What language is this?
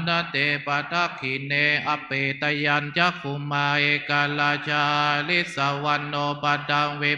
Pali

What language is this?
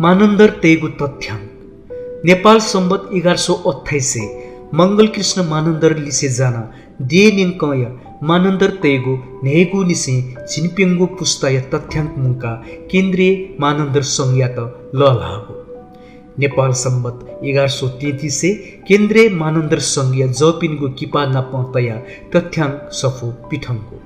Newari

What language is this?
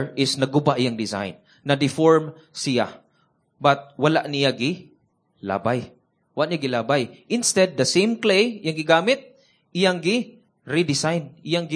Cebuano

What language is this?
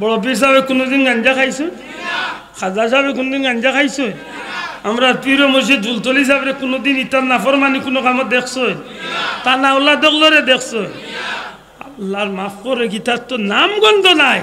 Sylheti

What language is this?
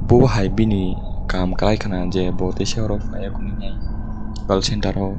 Kok Borok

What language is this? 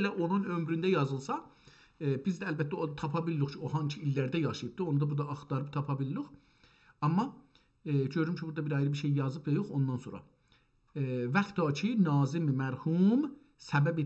South Azerbaijani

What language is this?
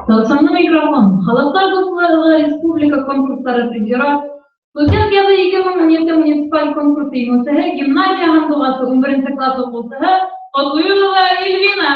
Bashkir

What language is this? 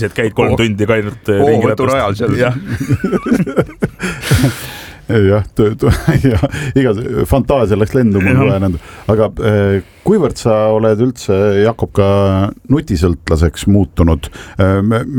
Estonian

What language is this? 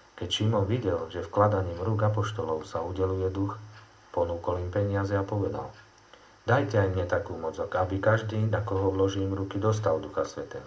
Slovak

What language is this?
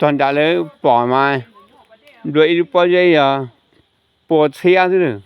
Hmong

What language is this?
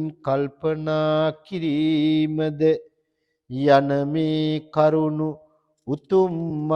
Sinhala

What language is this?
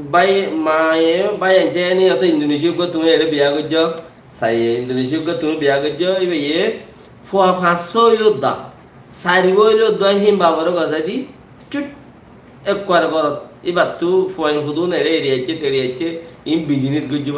Rohingya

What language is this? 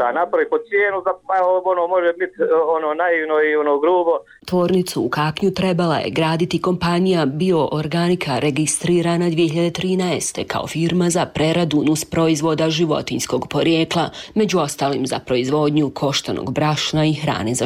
Bosnian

